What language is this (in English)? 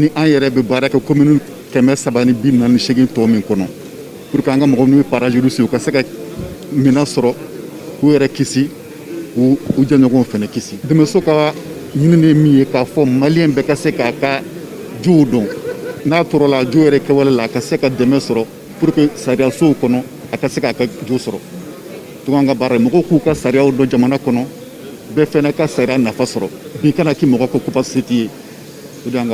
Bambara